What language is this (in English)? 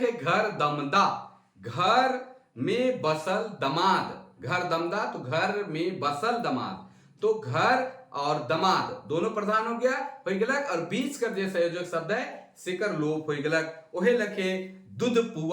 Sadri